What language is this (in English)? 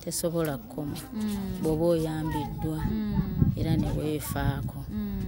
Ganda